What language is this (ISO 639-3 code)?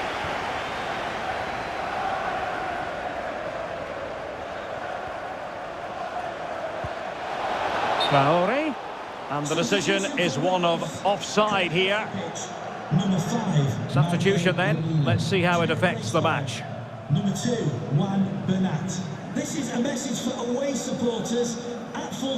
eng